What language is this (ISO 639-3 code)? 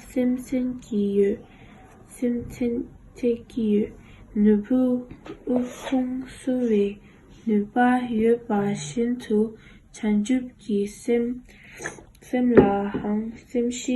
bod